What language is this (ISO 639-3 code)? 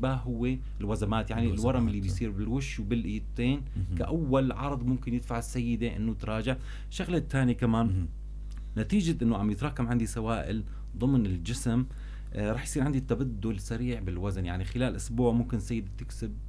apc